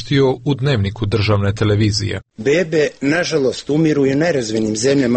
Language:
Croatian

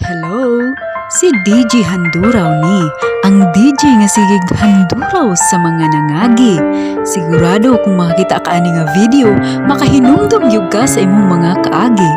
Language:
Cebuano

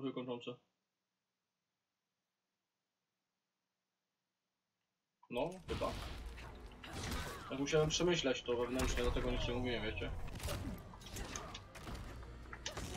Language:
Polish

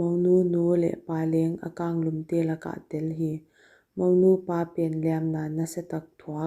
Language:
Paite Chin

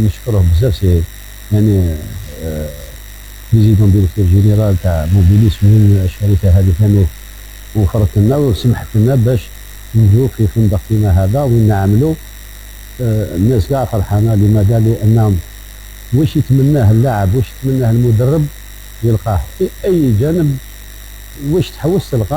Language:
Algerian Arabic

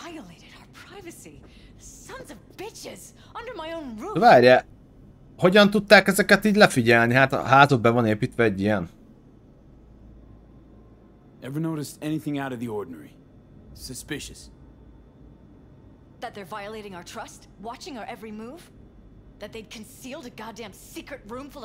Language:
Hungarian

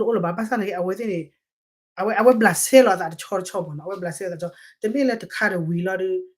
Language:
S'gaw Karen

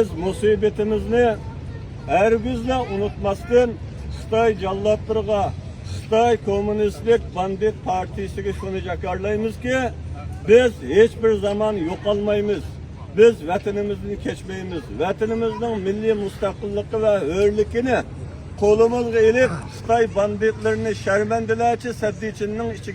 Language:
Uyghur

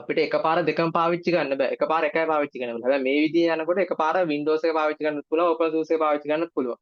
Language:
Sinhala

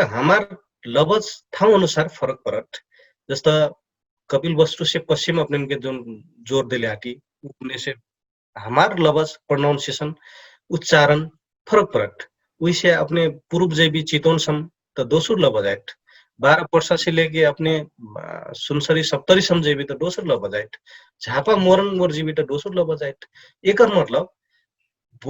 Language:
Dangaura Tharu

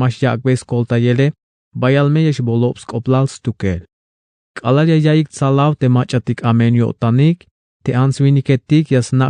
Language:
Tzeltal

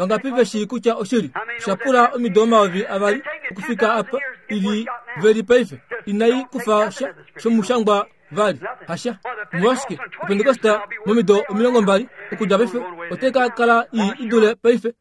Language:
Kuanyama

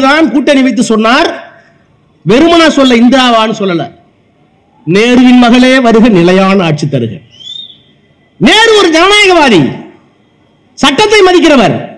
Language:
Tamil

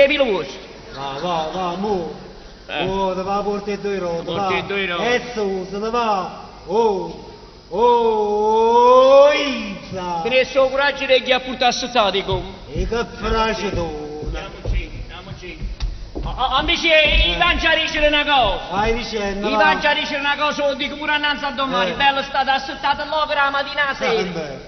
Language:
Neapolitan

